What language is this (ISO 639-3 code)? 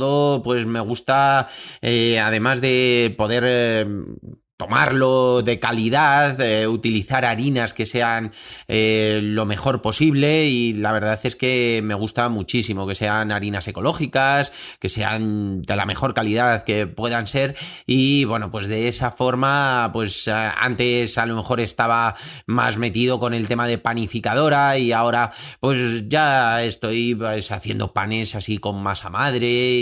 spa